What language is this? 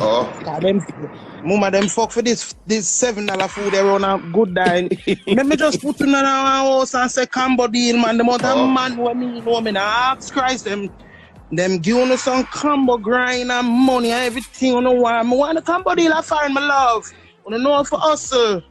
Jamaican Creole English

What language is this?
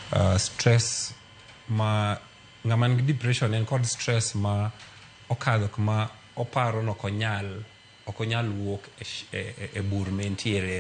Luo (Kenya and Tanzania)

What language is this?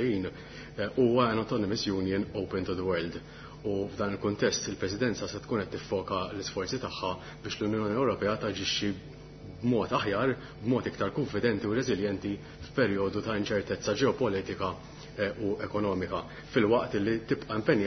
Maltese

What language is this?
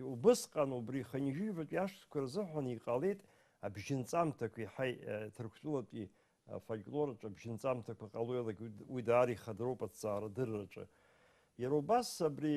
Abkhazian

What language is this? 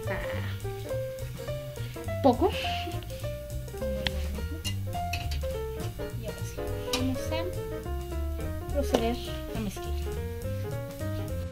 Spanish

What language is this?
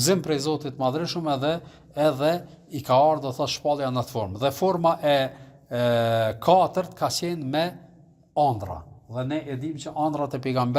Albanian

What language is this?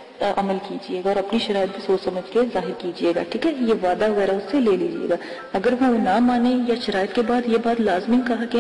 Urdu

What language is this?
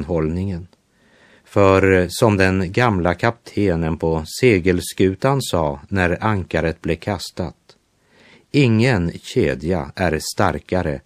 Swedish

